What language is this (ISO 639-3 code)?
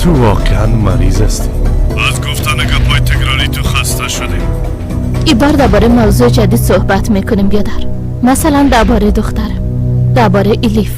tgk